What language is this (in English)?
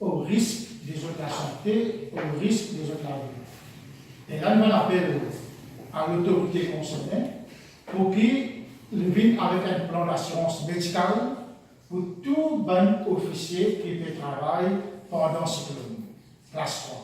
Morisyen